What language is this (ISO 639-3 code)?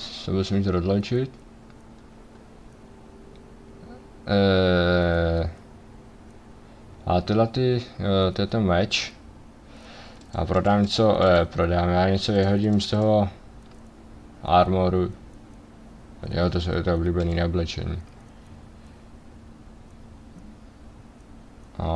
ces